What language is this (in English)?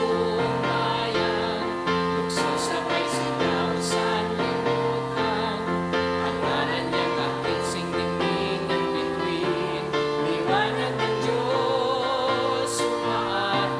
Bikol